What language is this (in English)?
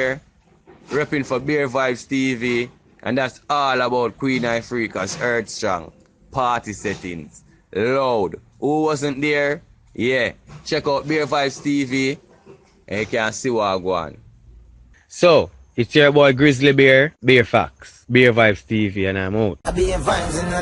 Jamaican Creole English